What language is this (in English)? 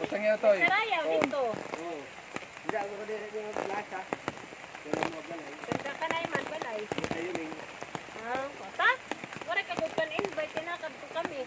Waray